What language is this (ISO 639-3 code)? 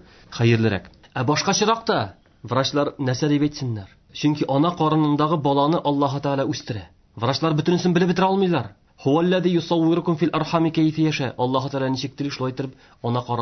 tat